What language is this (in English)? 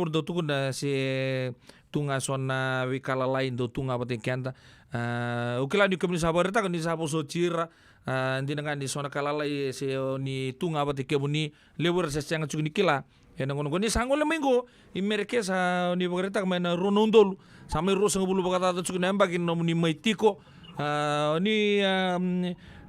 Fijian